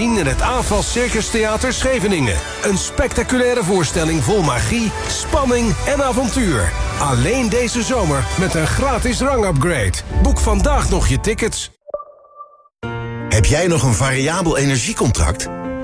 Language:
Dutch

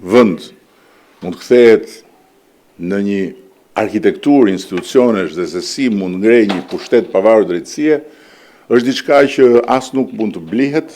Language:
Albanian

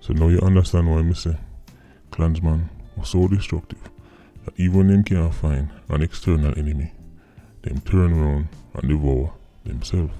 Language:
Jamaican Creole English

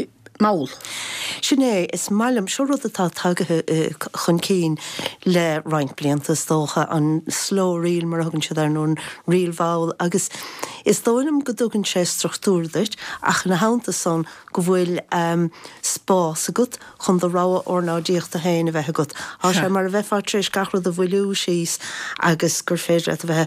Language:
Irish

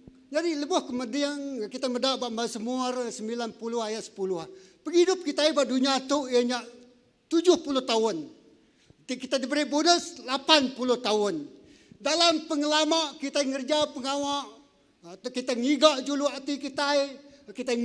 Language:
Iban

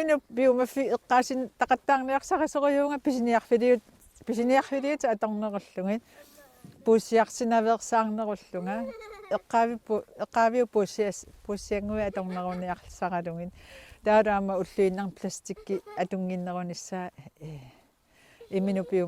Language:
Kalaallisut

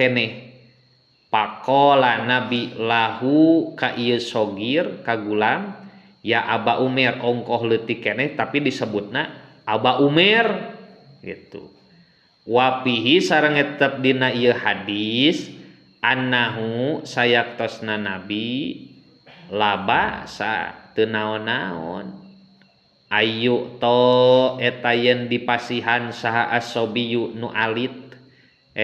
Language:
Sundanese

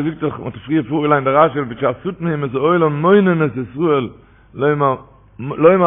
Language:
Yiddish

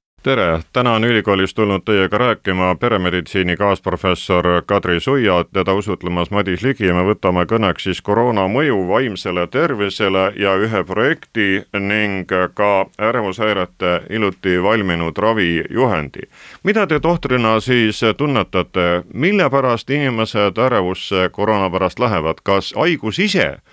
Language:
Estonian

